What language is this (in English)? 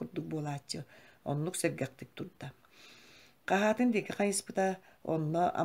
Yakut